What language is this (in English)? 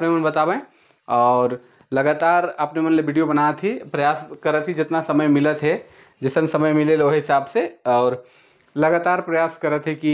Sadri